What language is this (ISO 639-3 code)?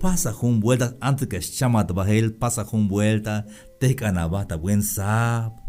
tzh